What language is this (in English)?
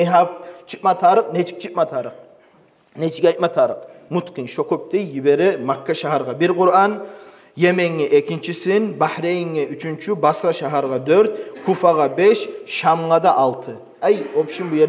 Kumyk